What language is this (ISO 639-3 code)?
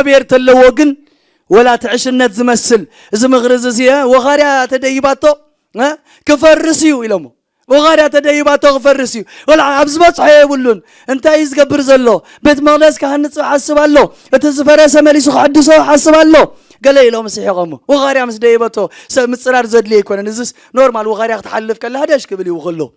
tir